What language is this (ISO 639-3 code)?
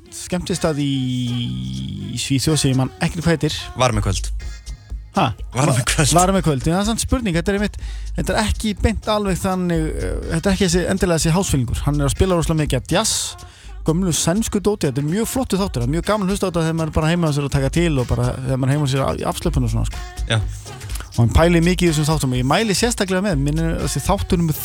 isl